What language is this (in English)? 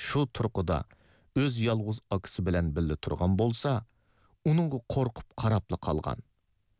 Uyghur